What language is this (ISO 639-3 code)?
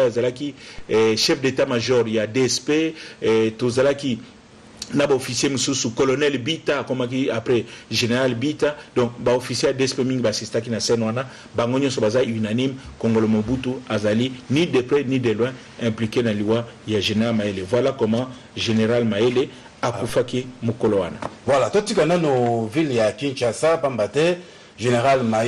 lin